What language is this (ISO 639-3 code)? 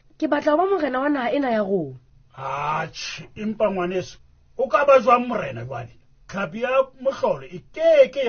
sot